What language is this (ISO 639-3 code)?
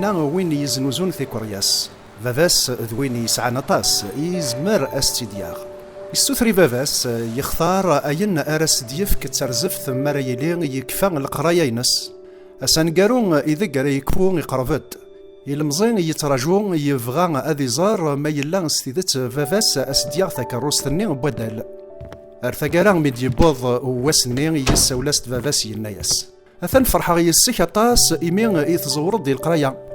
kab